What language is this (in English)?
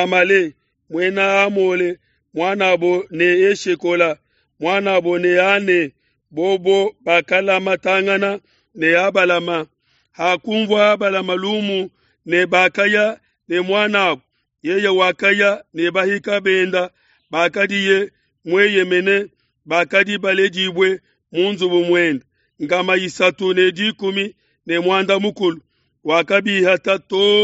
Luba-Lulua